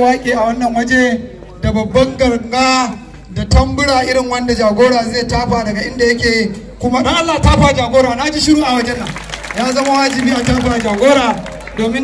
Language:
Hausa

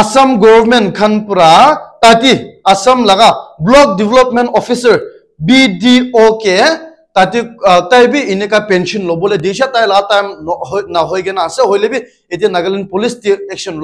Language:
Naga Pidgin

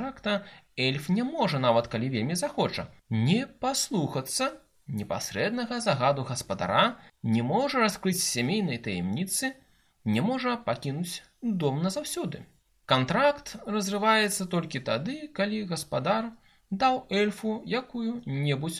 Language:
Belarusian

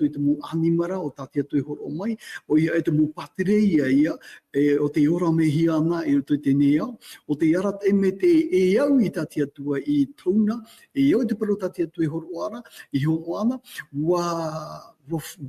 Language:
Tahitian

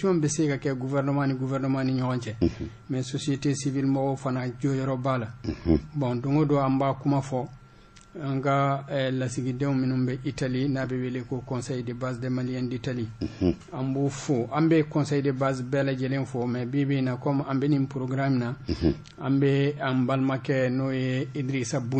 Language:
Bambara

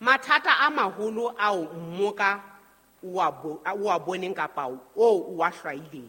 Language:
Southern Sotho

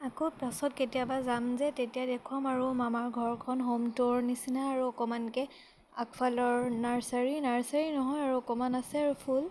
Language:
Assamese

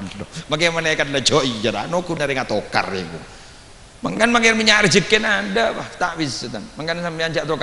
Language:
Madurese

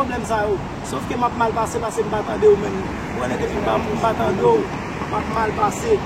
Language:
Haitian Creole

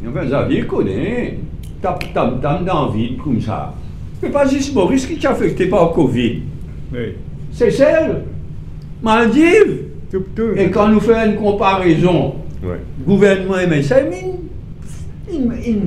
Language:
Morisyen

